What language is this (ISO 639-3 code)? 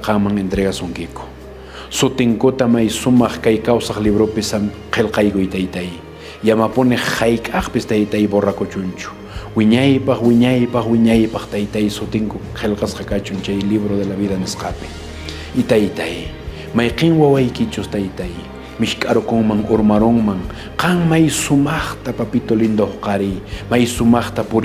que